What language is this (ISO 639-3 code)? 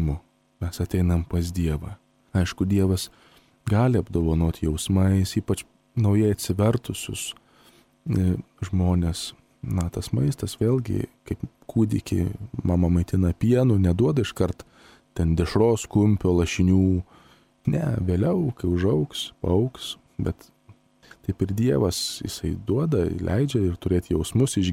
lit